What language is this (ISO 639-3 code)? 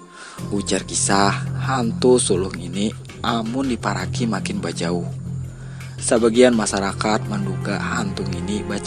bjn